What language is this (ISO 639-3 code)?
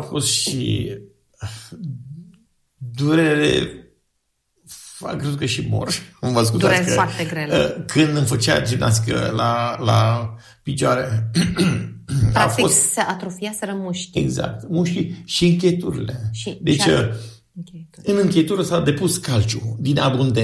ron